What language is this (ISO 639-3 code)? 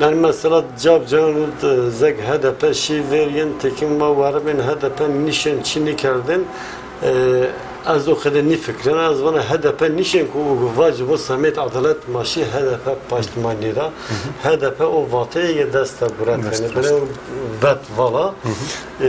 zza